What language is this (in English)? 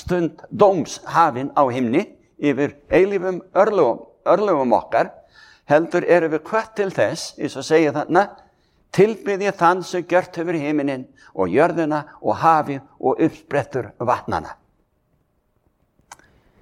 Icelandic